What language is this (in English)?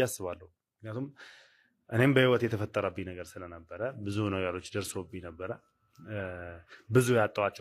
Amharic